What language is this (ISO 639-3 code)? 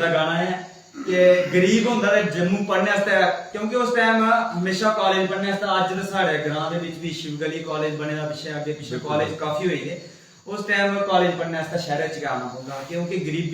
doi